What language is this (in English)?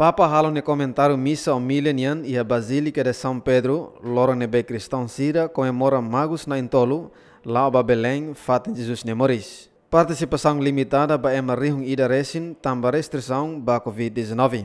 Tetum